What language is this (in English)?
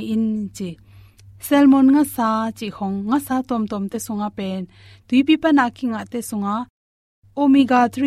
Tedim Chin